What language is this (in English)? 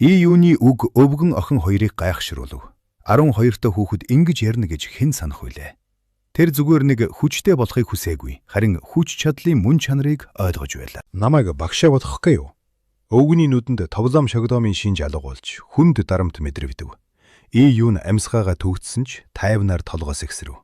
Mongolian